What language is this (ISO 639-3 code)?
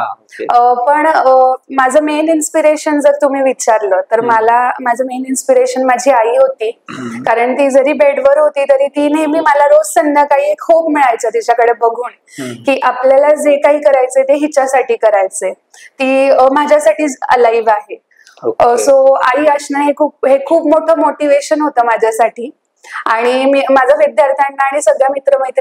mar